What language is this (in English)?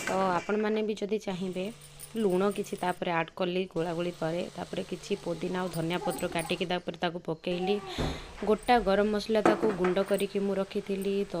Odia